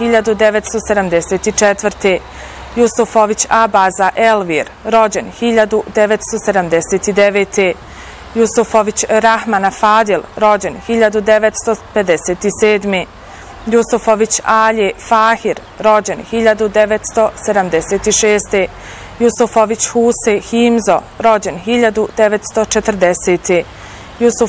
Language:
Bosnian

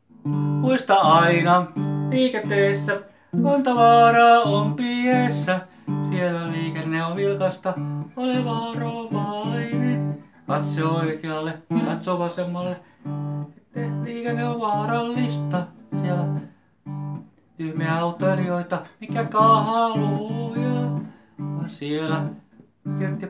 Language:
Finnish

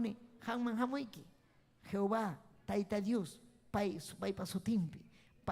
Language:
Ayacucho Quechua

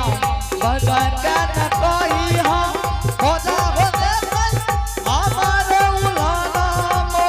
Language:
Angika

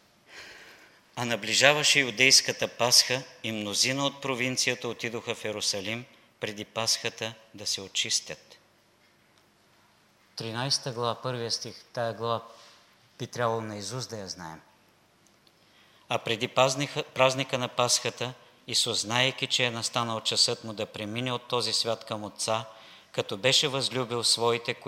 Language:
Bulgarian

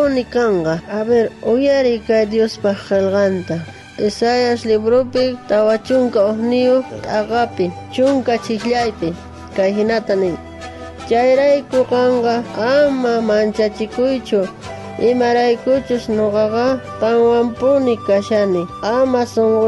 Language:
South Bolivian Quechua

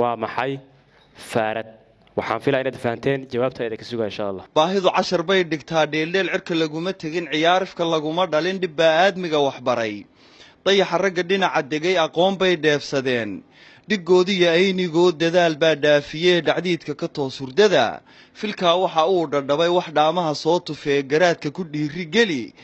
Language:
Somali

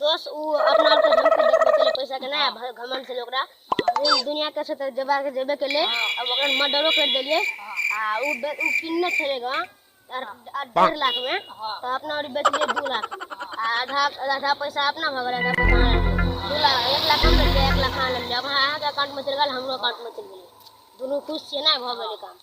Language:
Maithili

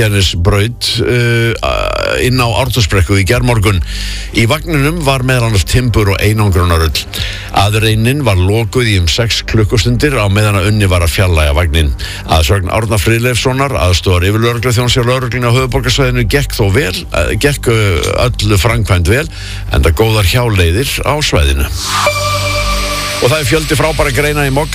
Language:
Icelandic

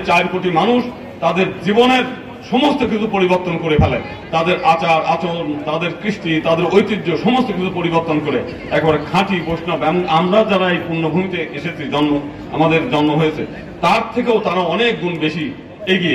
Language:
Bangla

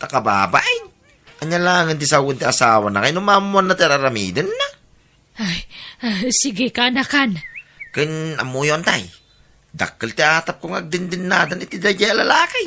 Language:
Iloko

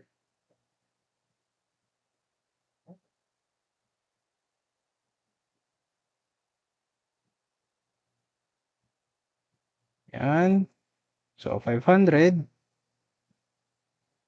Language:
Filipino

